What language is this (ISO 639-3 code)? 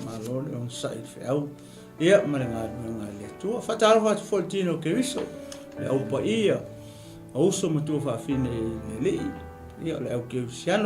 smo